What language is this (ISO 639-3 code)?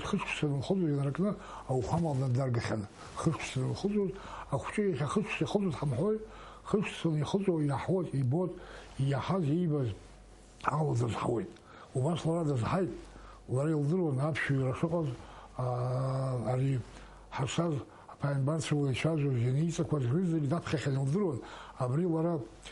abk